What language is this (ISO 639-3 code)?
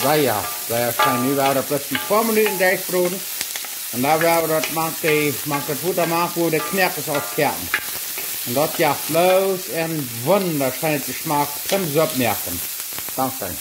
pdt